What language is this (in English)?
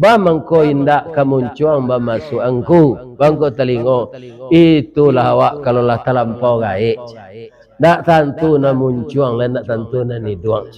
Minangkabau